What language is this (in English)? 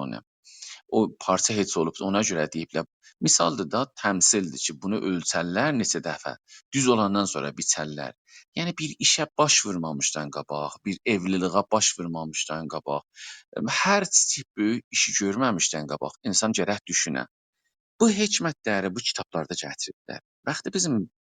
South Azerbaijani